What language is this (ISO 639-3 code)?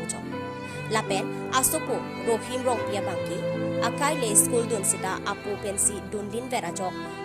mjw